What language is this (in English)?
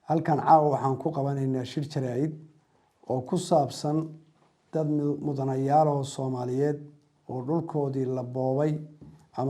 Somali